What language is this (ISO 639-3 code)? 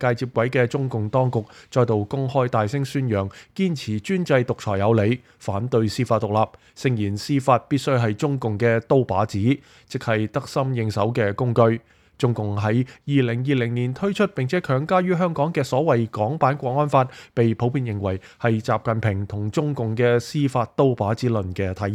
yue